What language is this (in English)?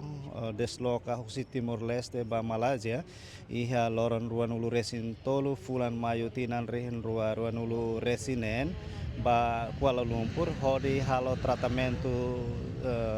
Tetum